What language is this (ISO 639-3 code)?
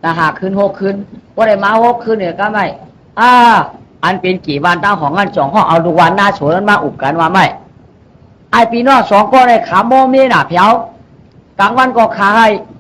shn